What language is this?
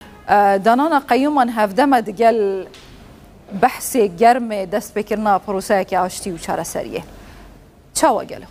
Kurdish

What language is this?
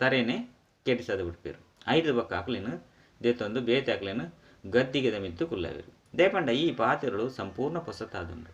Tulu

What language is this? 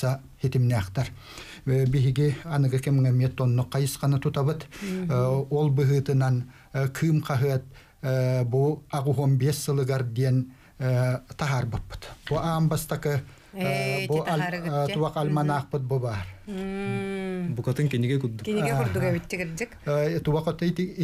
Yakut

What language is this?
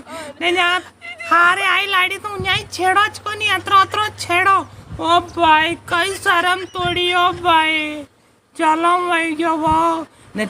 Rajasthani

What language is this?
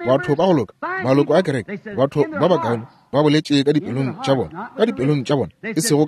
Northern Sotho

